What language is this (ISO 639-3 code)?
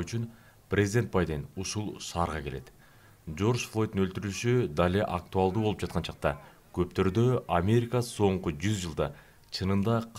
kir